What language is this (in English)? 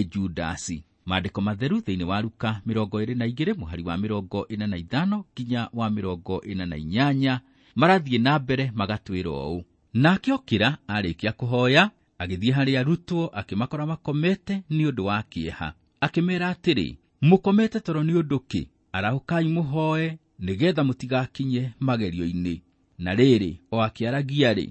Kikuyu